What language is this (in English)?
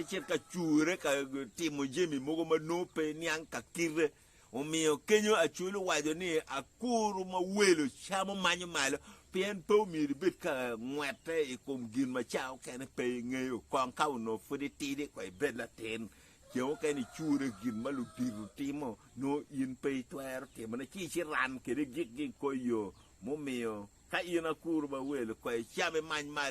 Acoli